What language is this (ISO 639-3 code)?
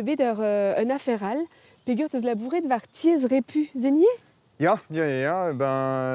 bre